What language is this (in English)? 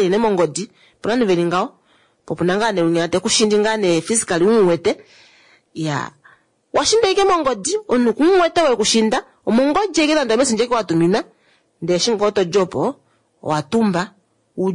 Kuanyama